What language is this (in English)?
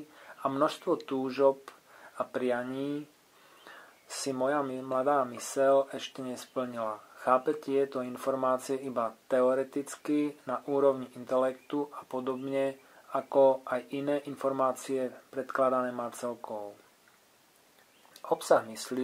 Slovak